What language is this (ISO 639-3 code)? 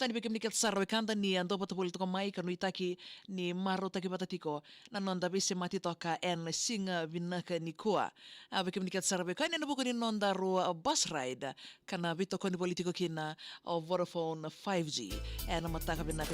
fij